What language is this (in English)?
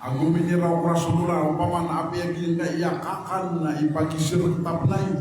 Maranao